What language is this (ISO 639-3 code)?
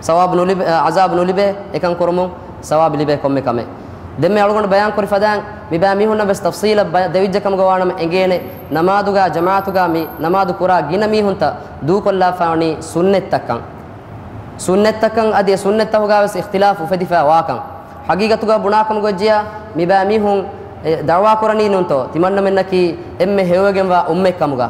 div